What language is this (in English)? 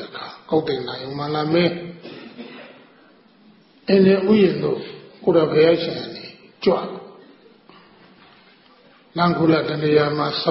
Burmese